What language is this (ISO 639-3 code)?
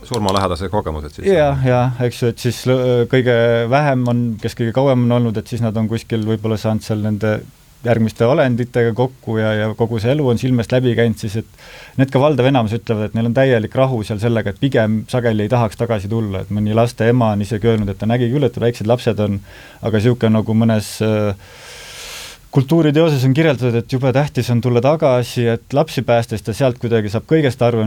est